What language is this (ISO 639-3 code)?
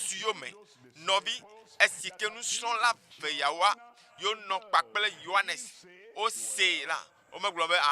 ewe